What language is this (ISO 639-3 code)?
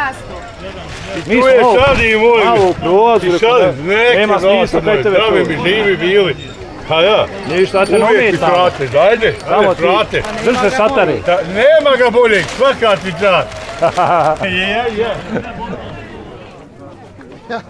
bos